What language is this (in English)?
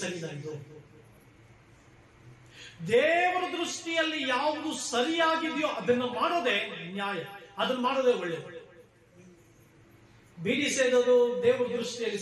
Kannada